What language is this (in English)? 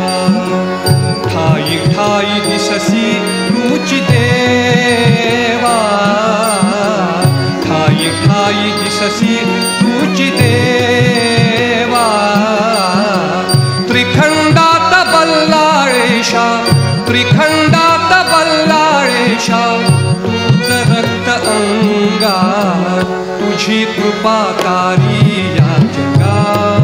Marathi